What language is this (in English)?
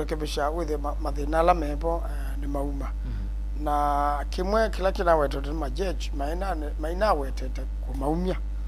Kamba